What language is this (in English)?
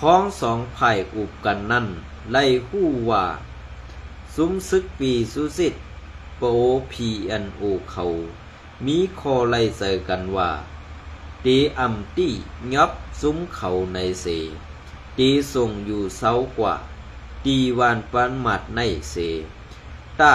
Shan